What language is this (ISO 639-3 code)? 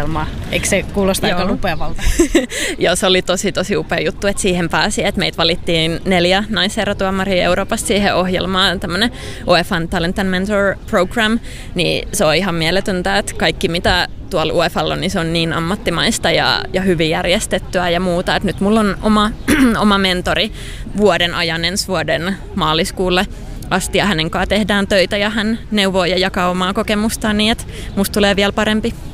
fin